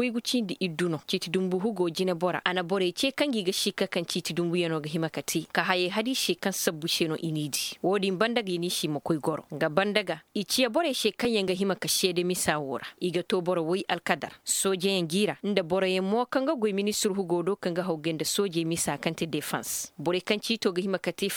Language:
Koyraboro Senni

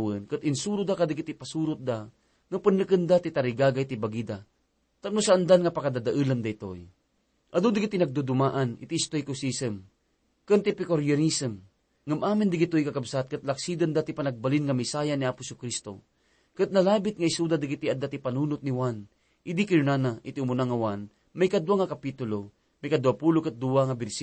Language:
Iloko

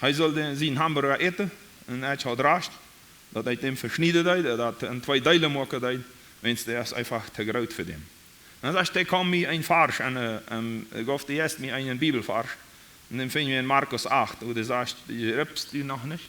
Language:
Plautdietsch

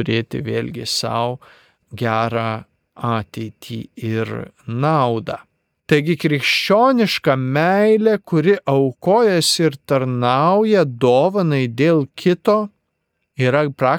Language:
Lithuanian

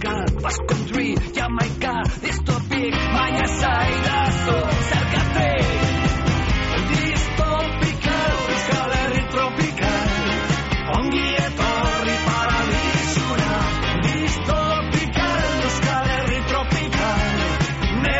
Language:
Basque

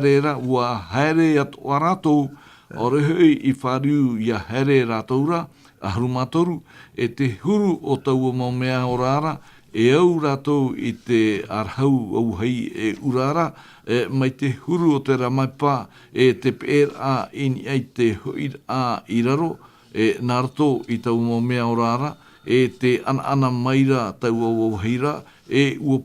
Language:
Tahitian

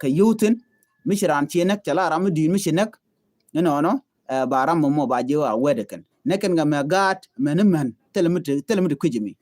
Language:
Nuer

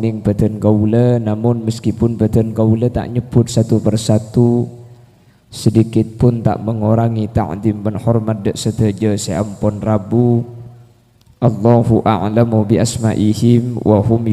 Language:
Madurese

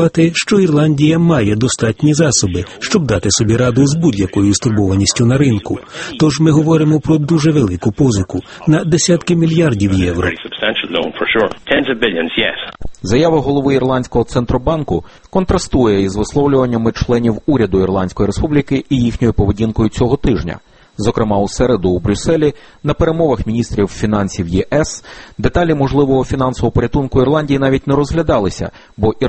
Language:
Ukrainian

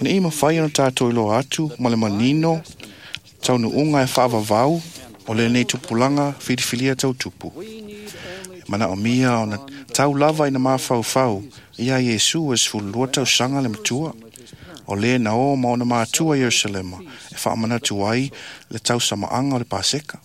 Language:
Samoan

